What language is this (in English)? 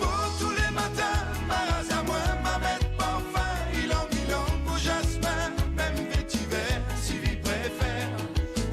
Morisyen